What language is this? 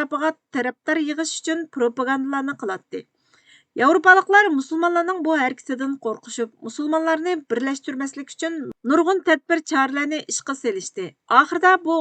Uyghur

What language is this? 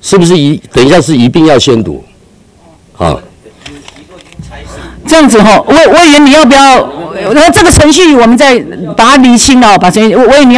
Chinese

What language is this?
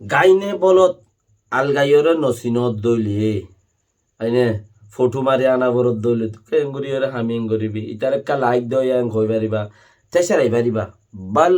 Rohingya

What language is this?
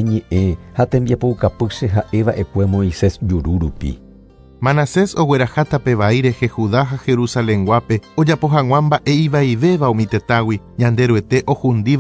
Guarani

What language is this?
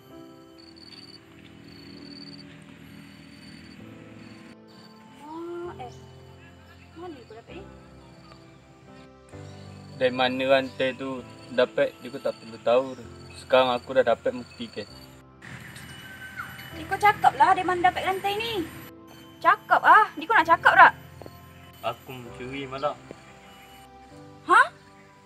Malay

